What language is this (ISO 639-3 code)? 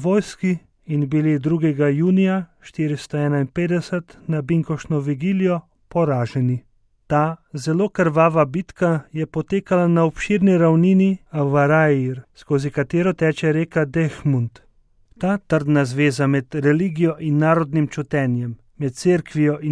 slv